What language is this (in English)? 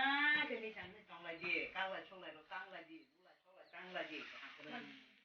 Kok Borok